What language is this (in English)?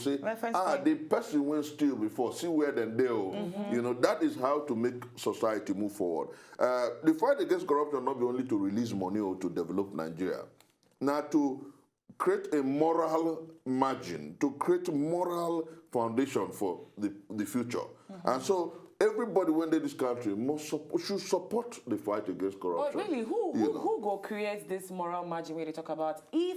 Nigerian Pidgin